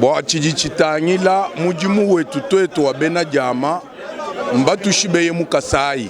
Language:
Luba-Lulua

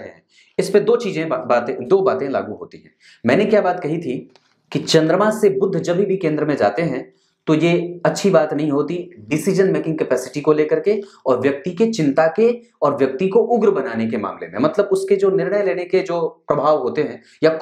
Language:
Hindi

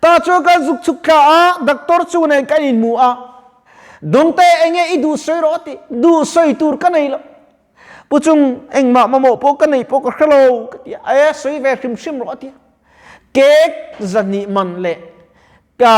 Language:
Mizo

